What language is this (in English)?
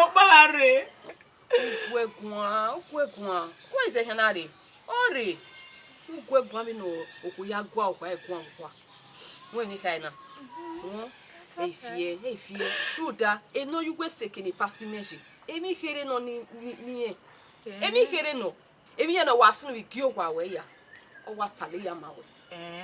Bini